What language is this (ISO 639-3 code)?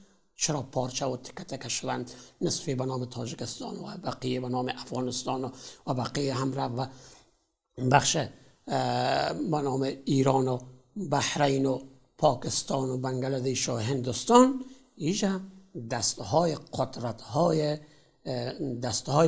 tgk